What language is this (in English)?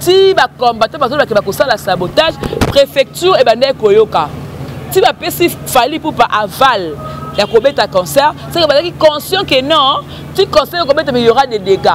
Lingala